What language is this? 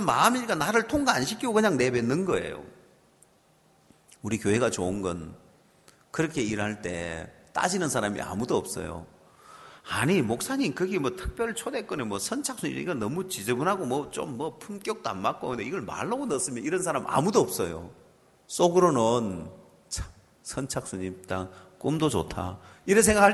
Korean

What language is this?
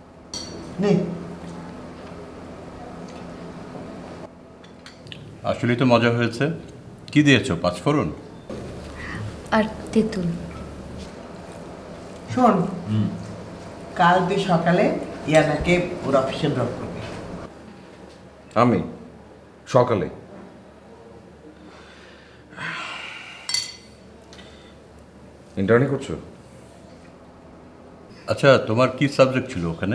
Bangla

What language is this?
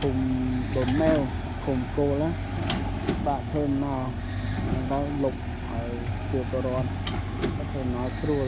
Khmer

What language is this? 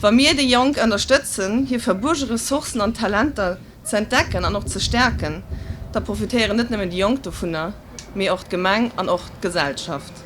Luxembourgish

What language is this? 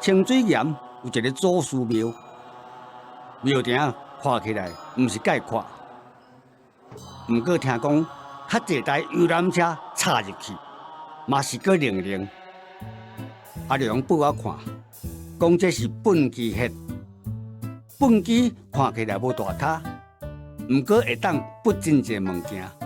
Min Nan Chinese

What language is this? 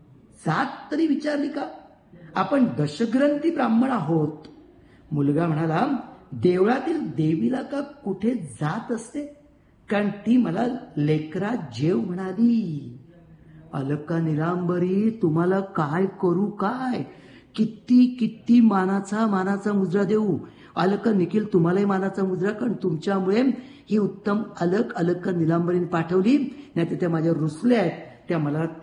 Marathi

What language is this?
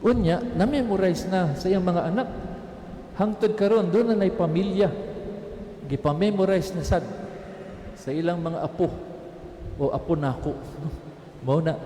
Cebuano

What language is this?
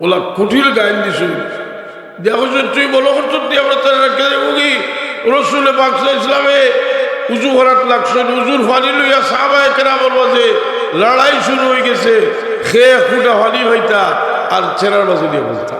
Sylheti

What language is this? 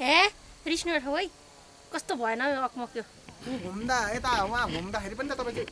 Nepali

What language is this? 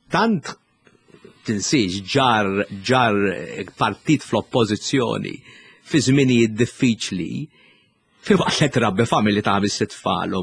Maltese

